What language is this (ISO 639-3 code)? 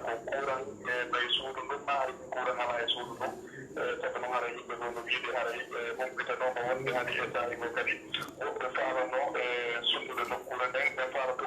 ful